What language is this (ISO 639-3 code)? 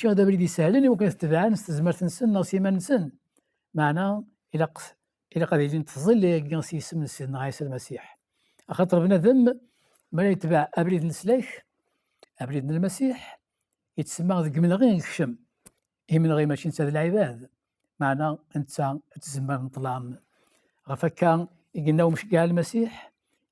kab